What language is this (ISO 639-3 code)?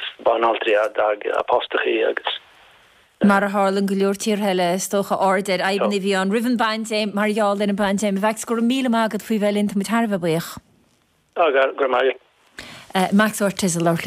gle